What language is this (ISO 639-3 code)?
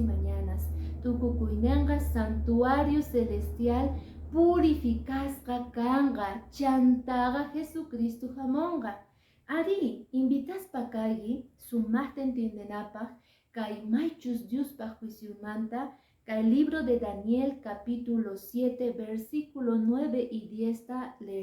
que